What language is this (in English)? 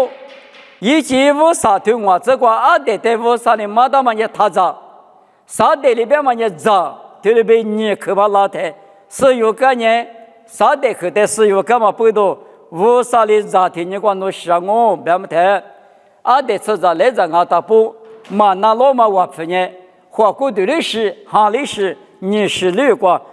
Lisu